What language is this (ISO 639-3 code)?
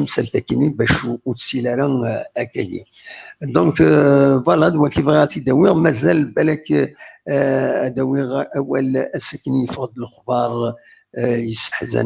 kab